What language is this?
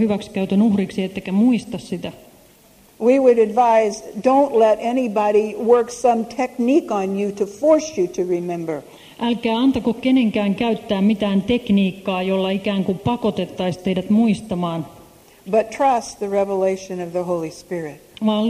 Finnish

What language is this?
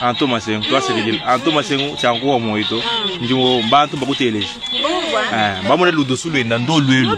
Luba-Lulua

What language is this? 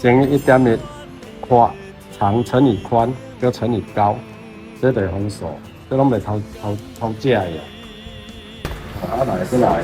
Min Nan Chinese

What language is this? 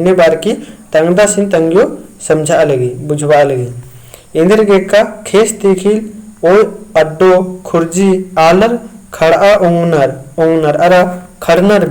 Kurukh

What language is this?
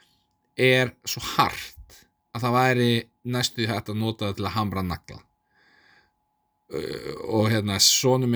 Icelandic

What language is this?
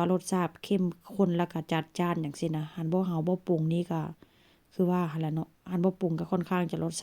Northeastern Thai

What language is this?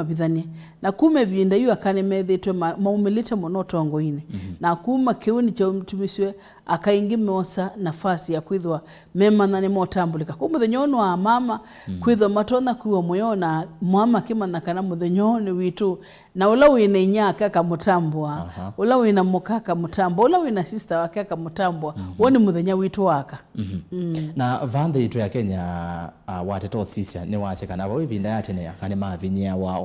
Kamba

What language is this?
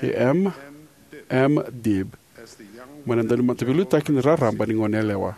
Fijian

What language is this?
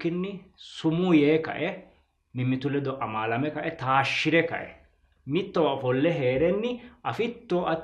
Sidamo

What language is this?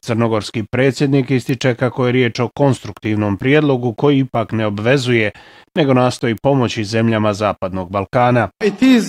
Bosnian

